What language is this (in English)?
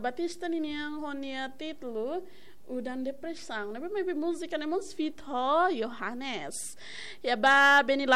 Tetum